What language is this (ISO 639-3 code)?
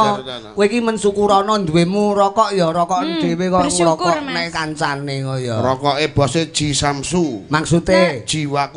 jav